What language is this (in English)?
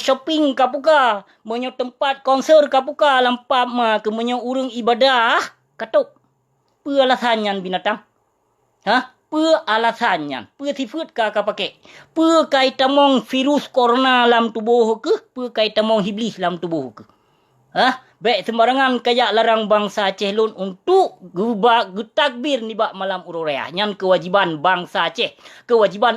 Achinese